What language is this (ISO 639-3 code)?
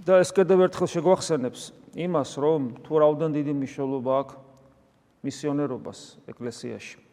kat